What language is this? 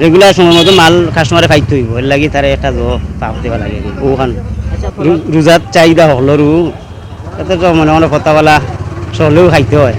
Sylheti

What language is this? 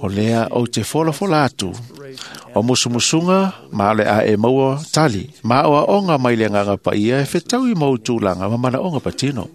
Samoan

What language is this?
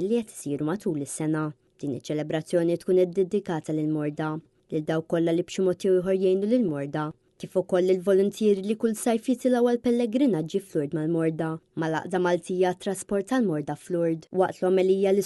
Maltese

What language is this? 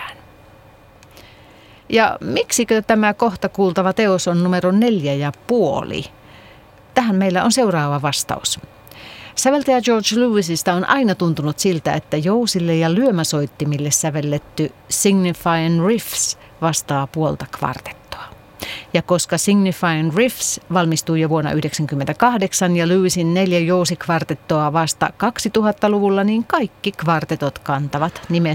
Finnish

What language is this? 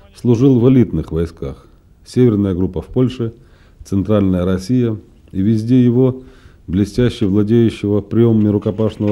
Russian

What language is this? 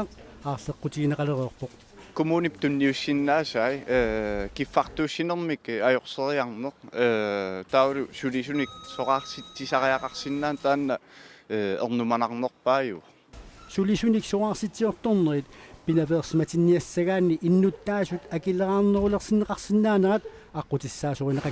Kalaallisut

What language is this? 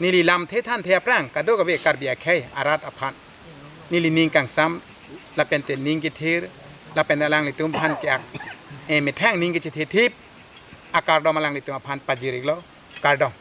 Karbi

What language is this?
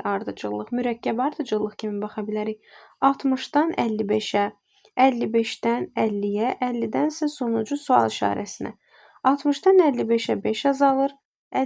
Azerbaijani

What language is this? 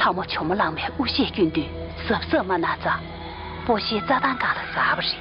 Tibetan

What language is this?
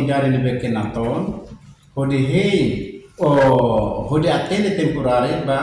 Tetum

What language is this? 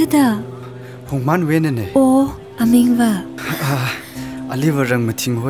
Tangkhul Naga (India)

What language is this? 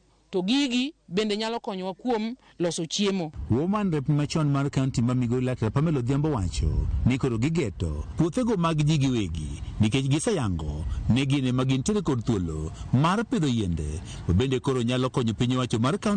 Luo (Kenya and Tanzania)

